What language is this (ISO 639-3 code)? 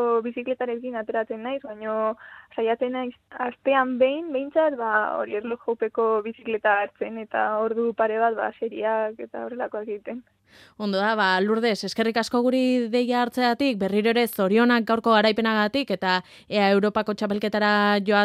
eus